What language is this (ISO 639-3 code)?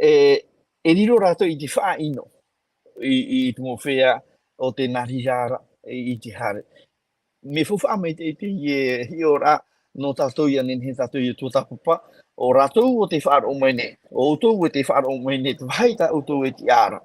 tah